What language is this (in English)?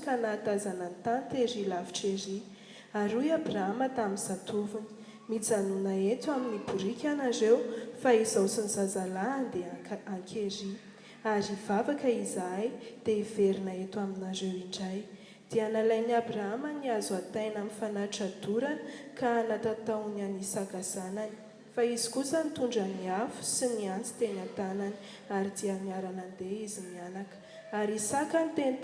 Malagasy